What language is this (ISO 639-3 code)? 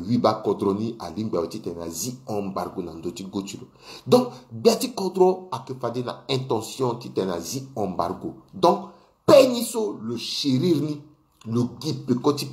sag